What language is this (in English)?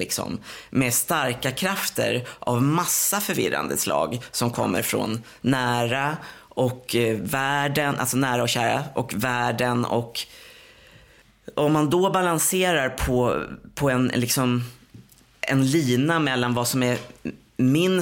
Swedish